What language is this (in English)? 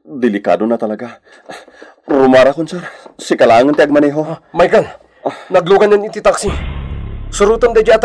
Iloko